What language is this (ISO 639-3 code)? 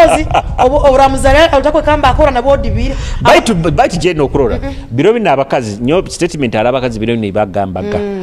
nyo